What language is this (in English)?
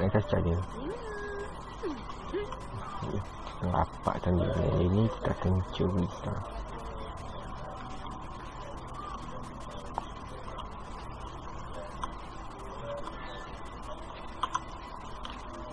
Malay